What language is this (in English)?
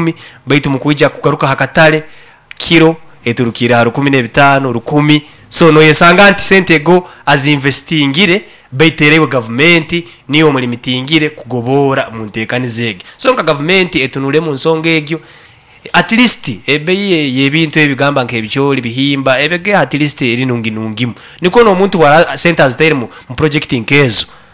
Nyoro